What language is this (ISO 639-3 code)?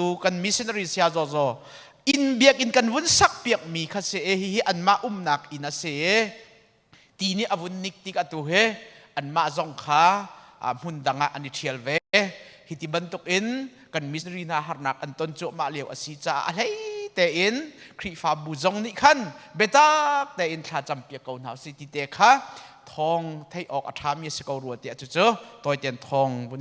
cnh